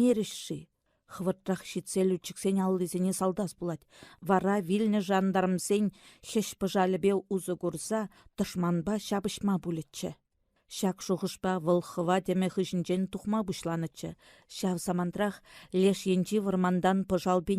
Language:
Chuvash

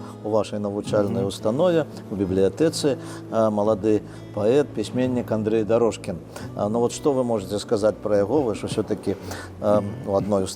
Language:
Belarusian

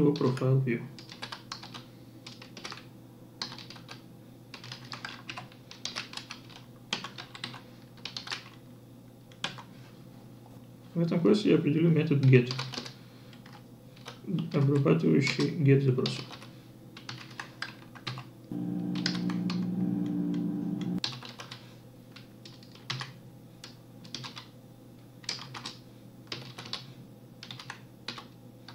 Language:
Russian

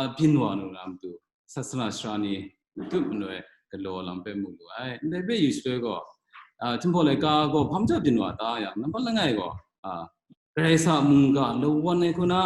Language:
Kachin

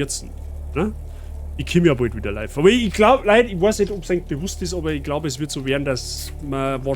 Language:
Bavarian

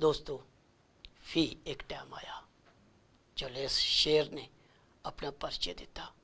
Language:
Dogri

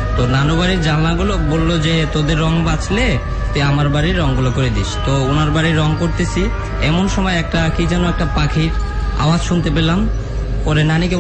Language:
Bangla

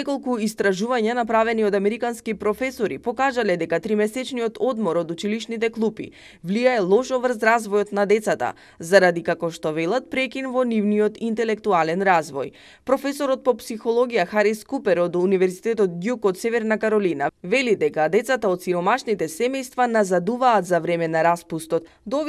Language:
Macedonian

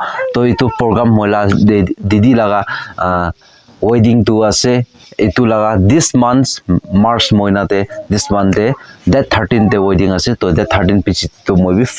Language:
Naga Pidgin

